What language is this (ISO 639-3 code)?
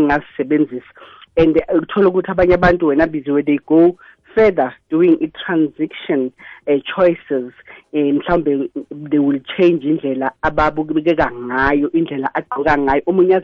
nbl